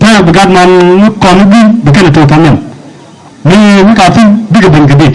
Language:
Nuer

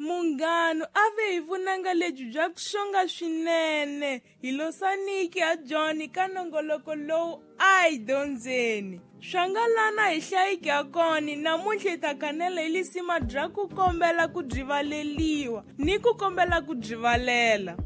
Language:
Tsonga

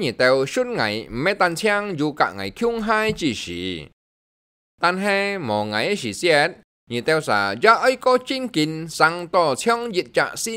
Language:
Hakka Chinese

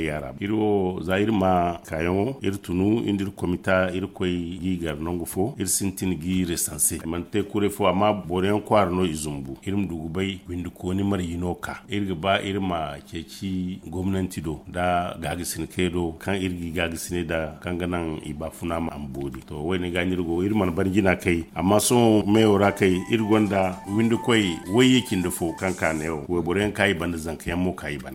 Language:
Zarma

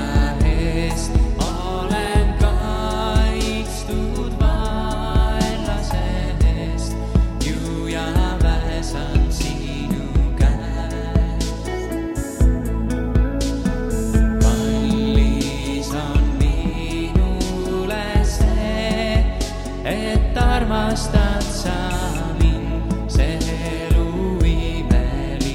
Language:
Estonian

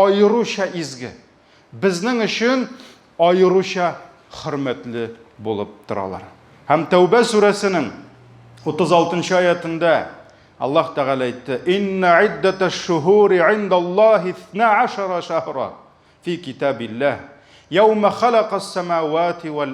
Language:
Tatar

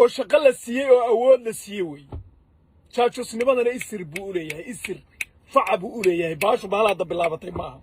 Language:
Somali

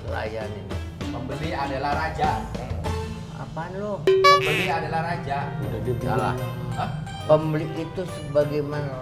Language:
Betawi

